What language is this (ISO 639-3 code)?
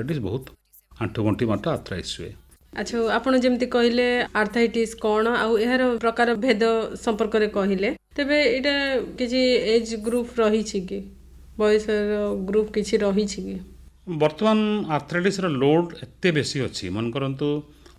ori